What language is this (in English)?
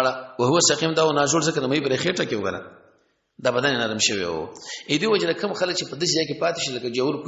Pashto